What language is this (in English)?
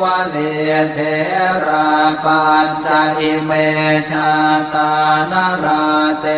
Pali